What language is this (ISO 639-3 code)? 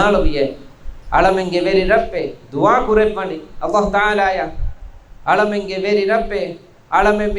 div